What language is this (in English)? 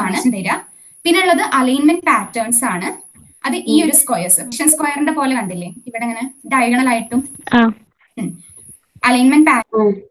Malayalam